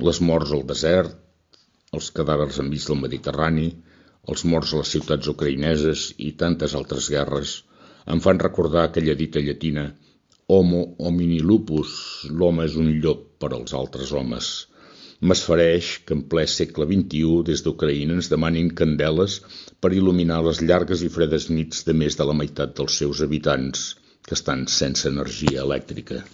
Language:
Catalan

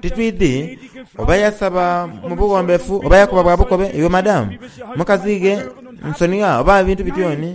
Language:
Soga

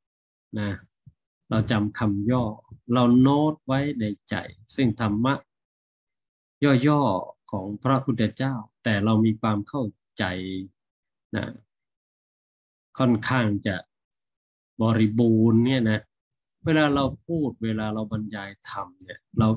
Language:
Thai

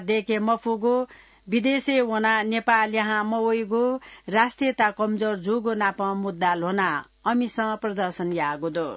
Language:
Newari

